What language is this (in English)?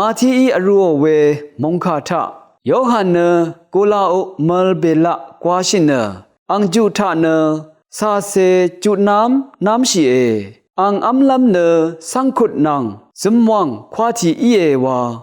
Rawang